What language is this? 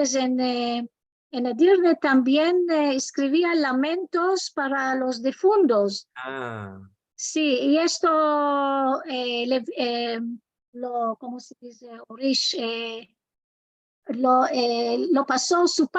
Ladino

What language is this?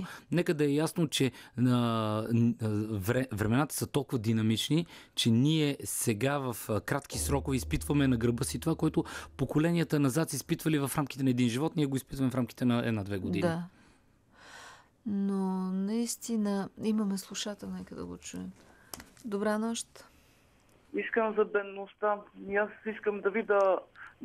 Bulgarian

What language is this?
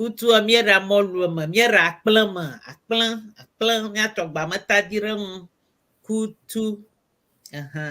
Ewe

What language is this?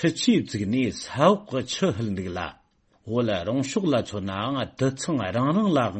Tibetan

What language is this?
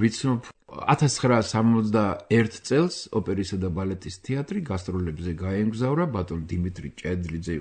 Georgian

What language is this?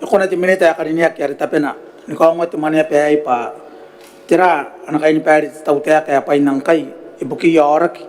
Gilbertese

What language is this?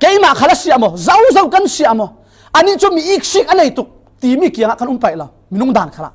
Falam Chin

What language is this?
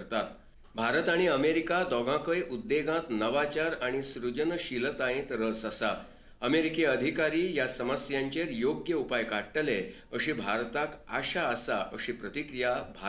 Konkani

